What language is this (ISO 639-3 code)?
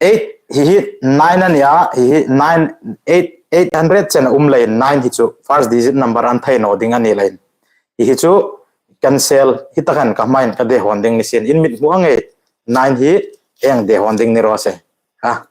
hmr